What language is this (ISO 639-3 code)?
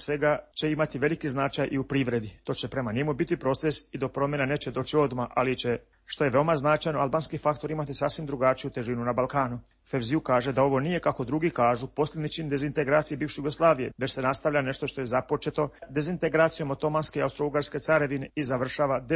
hrv